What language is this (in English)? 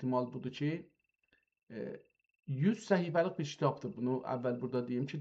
South Azerbaijani